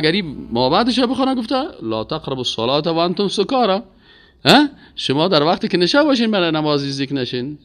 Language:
Persian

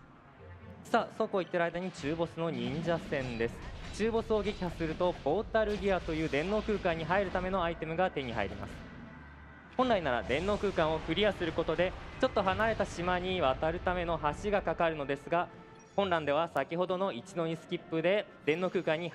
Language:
Japanese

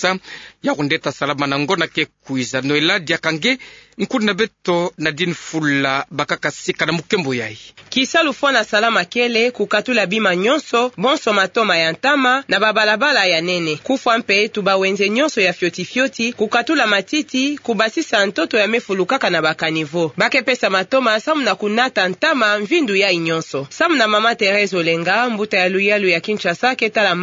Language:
Kituba (Democratic Republic of Congo)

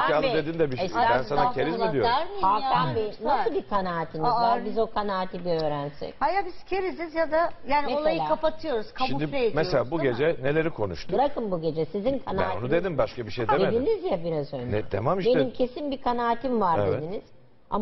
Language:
Turkish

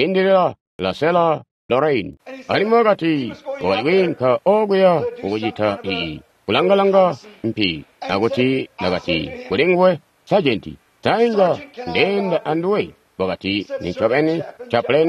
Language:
Tonga (Zambia)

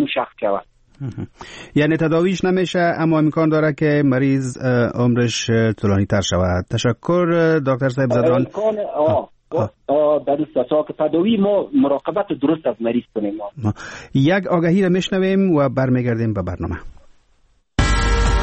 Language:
Persian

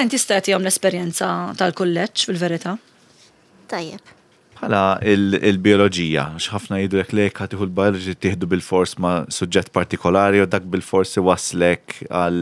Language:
Maltese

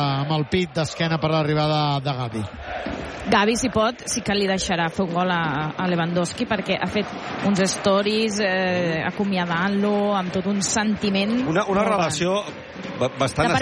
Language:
Catalan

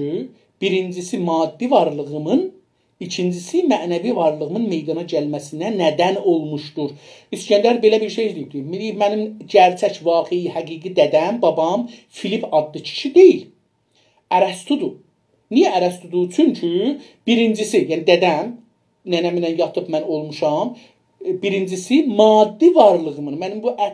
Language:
South Azerbaijani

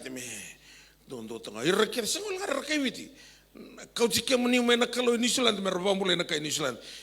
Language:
Fijian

